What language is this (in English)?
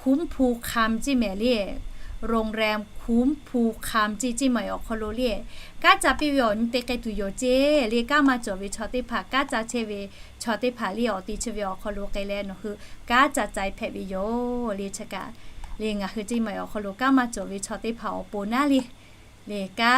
Lahu